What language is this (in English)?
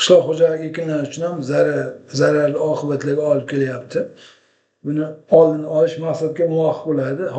Uzbek